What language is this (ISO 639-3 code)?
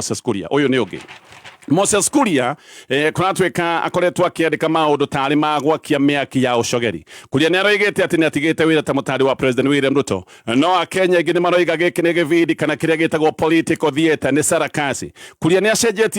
kik